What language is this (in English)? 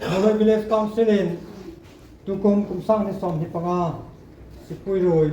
Hmar